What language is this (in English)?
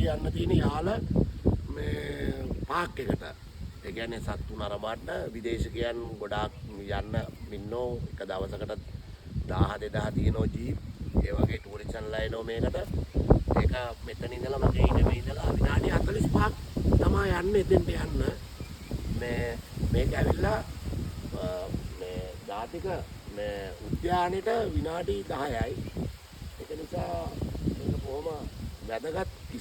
Sinhala